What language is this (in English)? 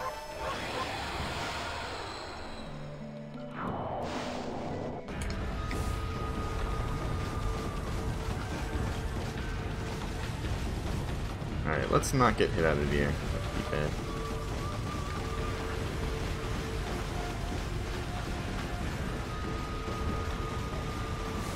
English